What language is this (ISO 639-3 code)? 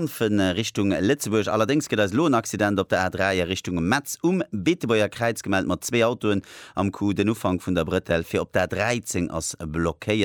ltz